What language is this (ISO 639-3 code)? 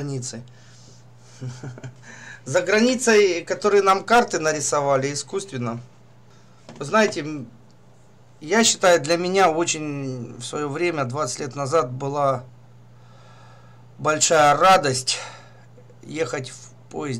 rus